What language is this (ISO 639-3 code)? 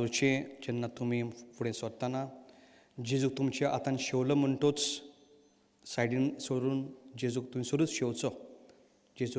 kok